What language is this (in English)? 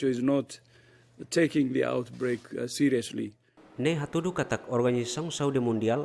Tetum